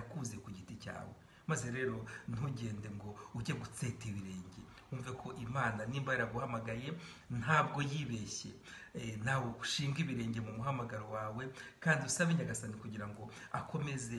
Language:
Kinyarwanda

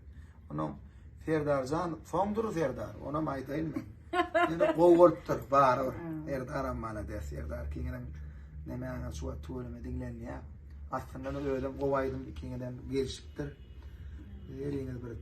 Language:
Turkmen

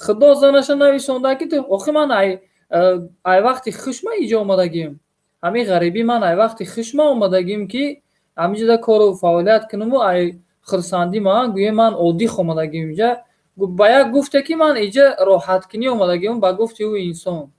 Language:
Tajik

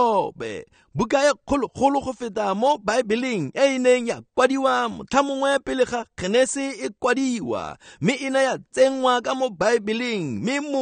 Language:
Tswana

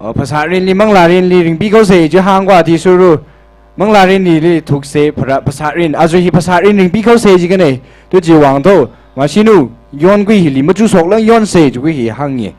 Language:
Tangkhul Naga (India)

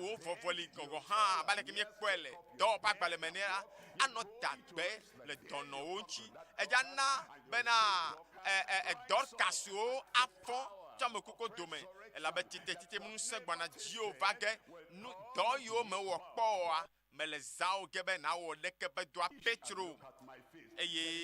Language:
Ewe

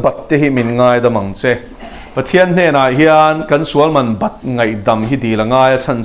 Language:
Mizo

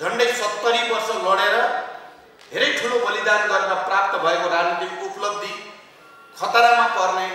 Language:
Nepali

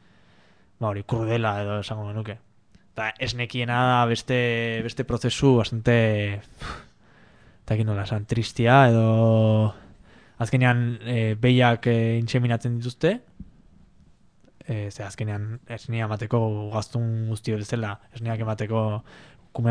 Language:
Basque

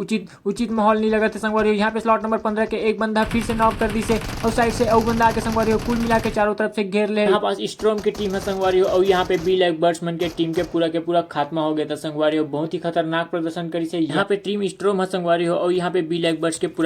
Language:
Chhattisgarhi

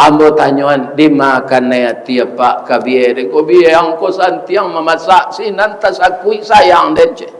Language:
Minangkabau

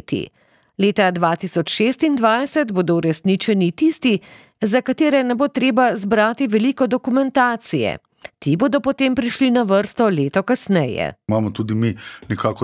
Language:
Slovenian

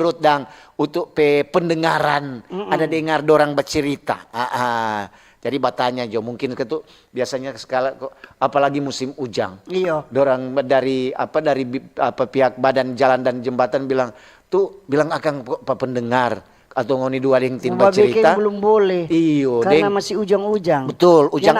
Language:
Manado Malay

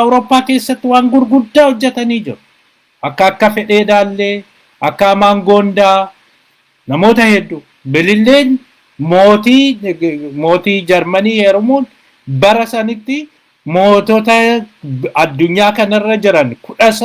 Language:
Oromo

